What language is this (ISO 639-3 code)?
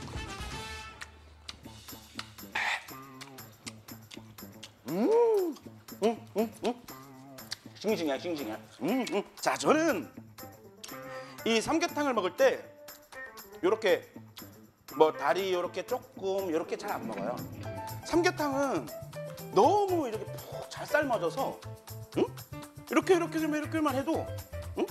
kor